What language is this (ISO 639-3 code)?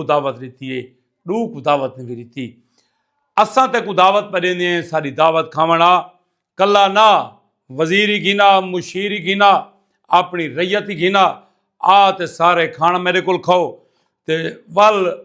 skr